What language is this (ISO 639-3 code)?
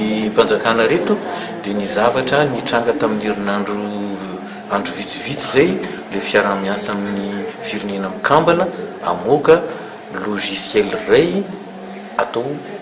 mlg